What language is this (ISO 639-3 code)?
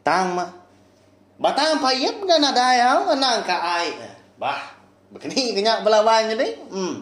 iba